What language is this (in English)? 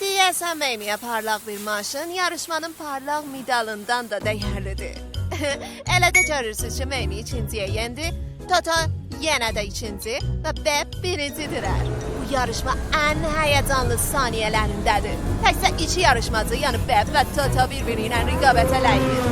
South Azerbaijani